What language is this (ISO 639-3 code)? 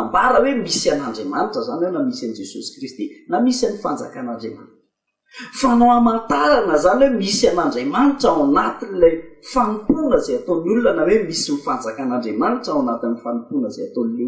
mlg